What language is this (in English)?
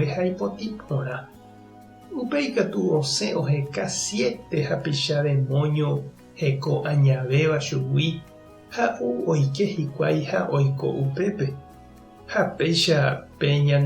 Guarani